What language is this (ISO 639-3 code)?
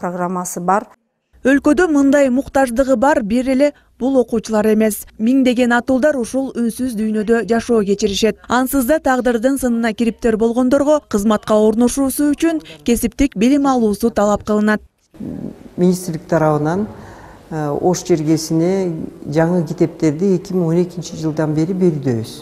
kir